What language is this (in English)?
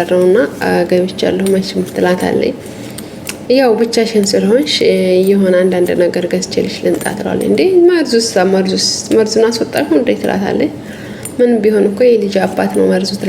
Amharic